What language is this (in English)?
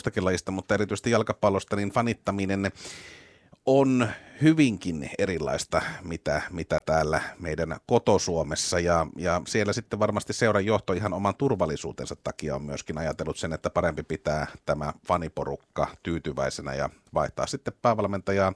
Finnish